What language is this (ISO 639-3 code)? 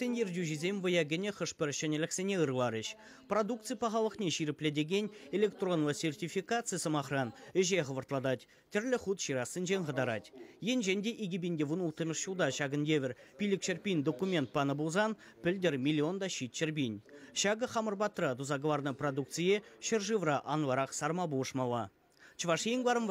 chv